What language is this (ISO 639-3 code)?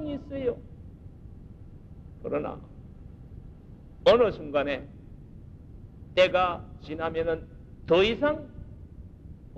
kor